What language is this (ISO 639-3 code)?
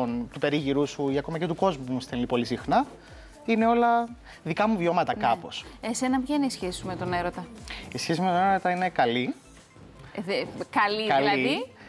ell